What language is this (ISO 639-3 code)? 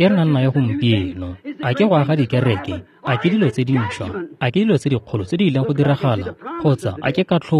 tsn